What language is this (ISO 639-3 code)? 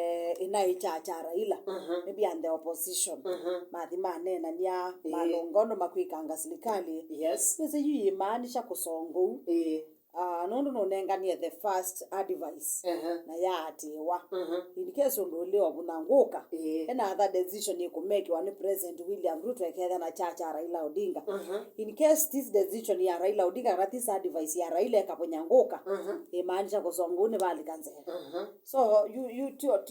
kam